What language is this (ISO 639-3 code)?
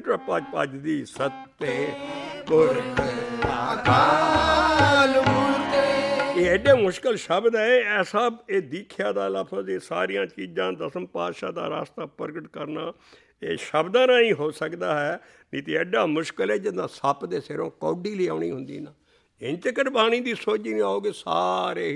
pan